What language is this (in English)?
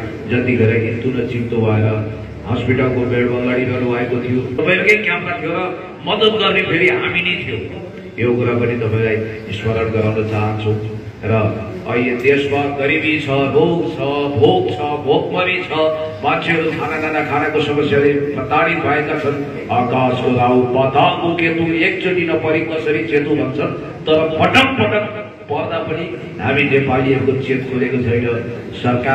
Nepali